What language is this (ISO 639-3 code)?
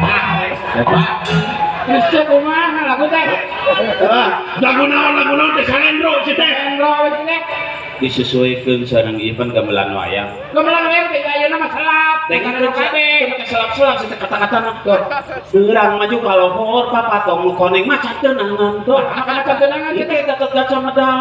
sun